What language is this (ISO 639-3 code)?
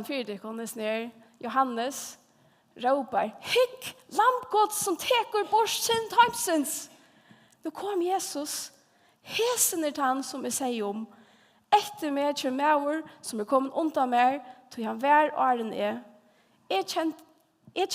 fao